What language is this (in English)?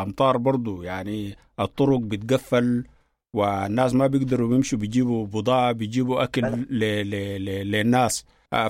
Sudanese Arabic